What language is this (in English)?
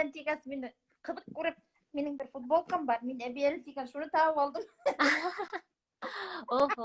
Bashkir